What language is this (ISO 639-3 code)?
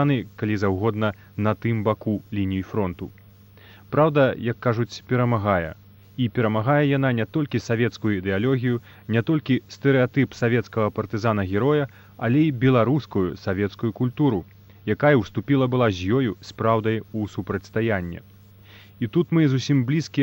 bel